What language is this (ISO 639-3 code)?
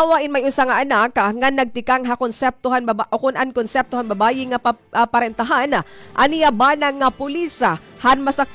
war